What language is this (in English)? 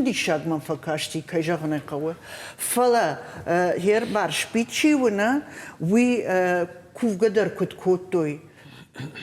Ossetic